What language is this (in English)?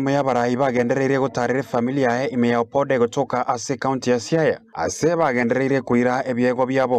Gusii